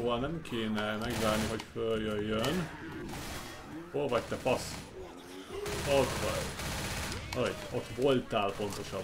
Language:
Hungarian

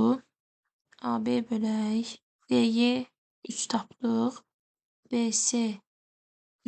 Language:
Azerbaijani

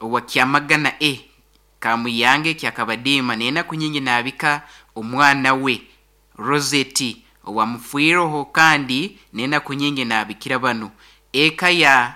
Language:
Nyoro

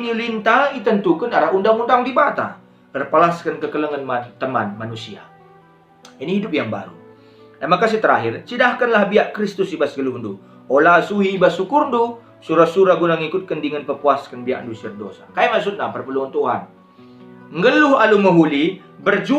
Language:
Batak Karo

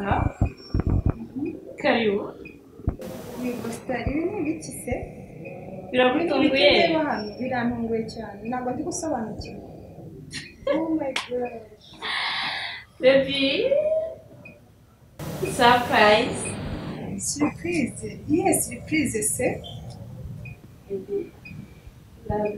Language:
Kinyarwanda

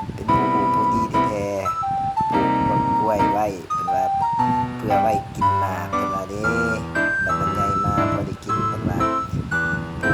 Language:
Lao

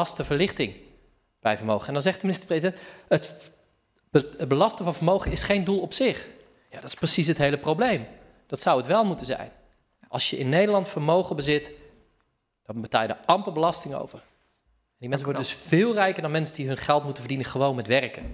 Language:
Dutch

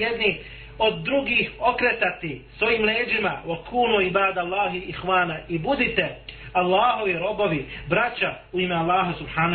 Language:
Bosnian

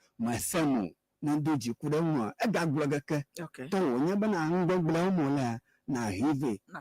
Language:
Ewe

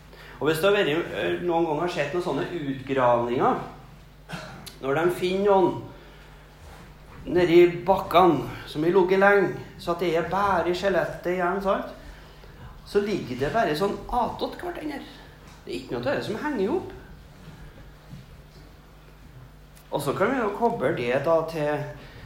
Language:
Norwegian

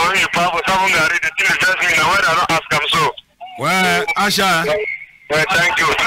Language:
Cameroon Pidgin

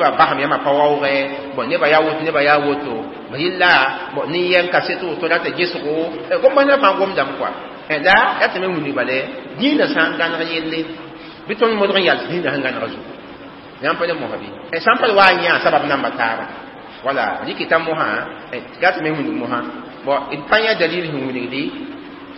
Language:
Mossi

